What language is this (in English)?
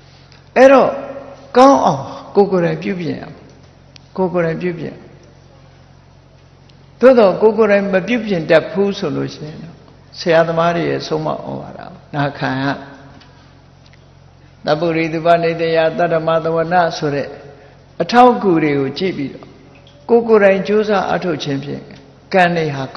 Burmese